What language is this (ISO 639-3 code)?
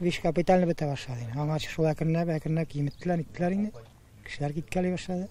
tat